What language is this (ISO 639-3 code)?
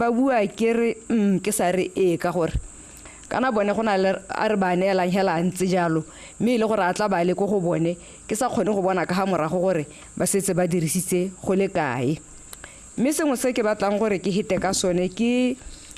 tsn